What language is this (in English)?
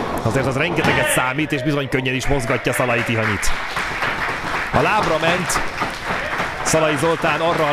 Hungarian